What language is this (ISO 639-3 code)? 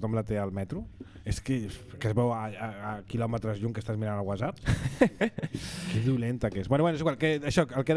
cat